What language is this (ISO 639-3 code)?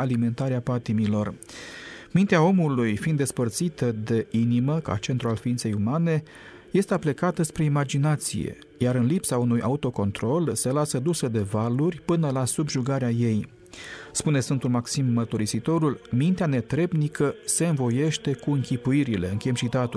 ron